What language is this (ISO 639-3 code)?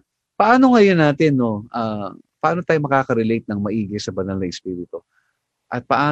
fil